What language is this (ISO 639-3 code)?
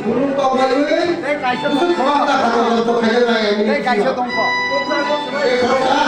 trp